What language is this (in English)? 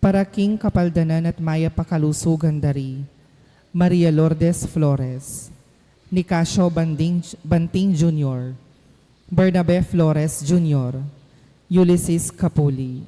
Pampanga